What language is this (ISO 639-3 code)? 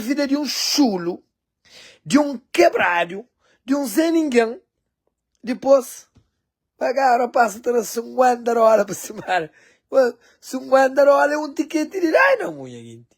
kea